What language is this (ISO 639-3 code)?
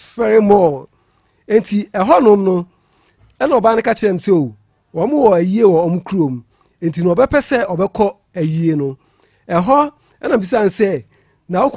aka